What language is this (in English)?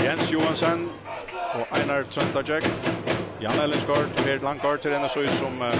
Faroese